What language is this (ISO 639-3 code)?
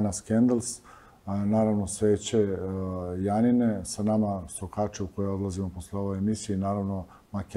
srp